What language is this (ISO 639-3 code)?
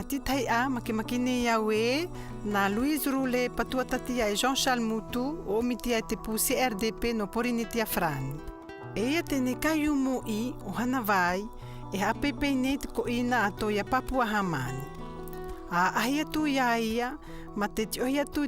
mqm